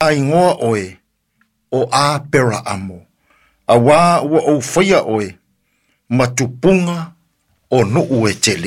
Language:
Samoan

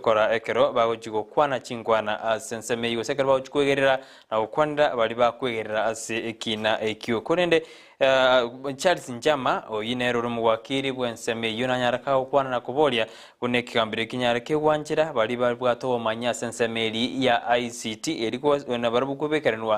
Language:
Gusii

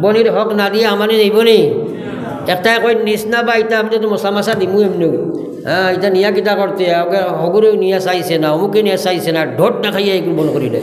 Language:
Sylheti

